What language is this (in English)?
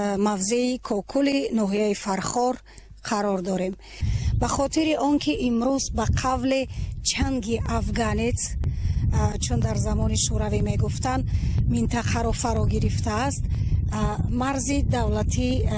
Tajik